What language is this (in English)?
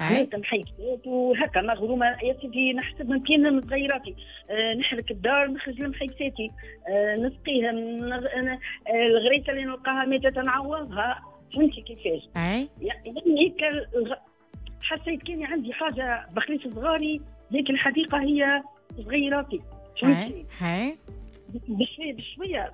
Tunisian Arabic